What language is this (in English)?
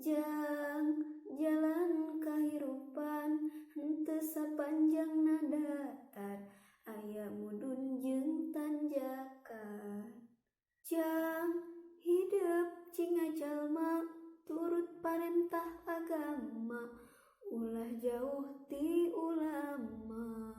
Sundanese